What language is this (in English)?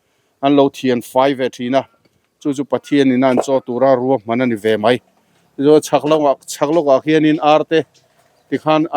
Mizo